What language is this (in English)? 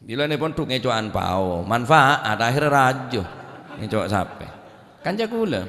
Madurese